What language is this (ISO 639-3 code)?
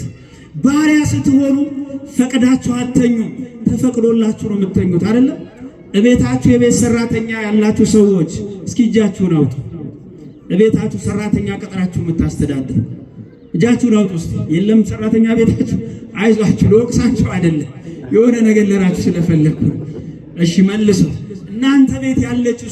amh